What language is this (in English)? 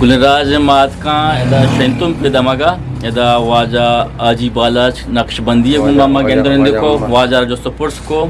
Eastern Balochi